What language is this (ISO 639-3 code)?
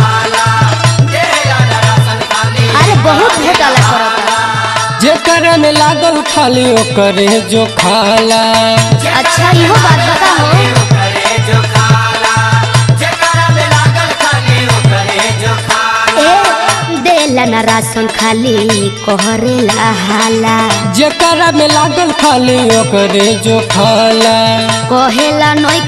bho